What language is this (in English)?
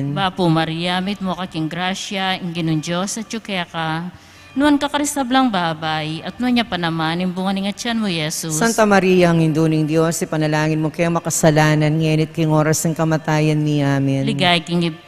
Pampanga